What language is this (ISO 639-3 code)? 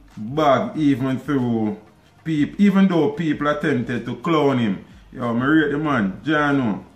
jam